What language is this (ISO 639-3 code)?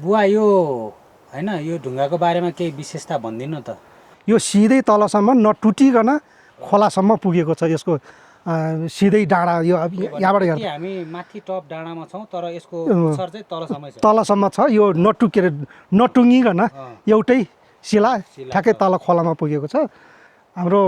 nep